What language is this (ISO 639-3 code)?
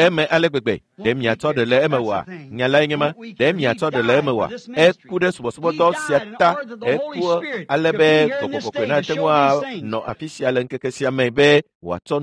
ewe